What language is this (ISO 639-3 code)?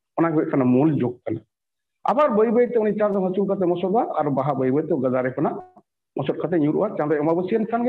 sat